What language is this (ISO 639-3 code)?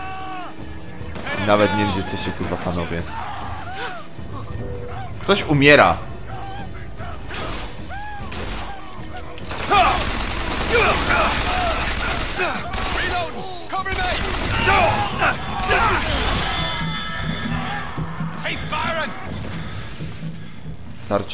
pol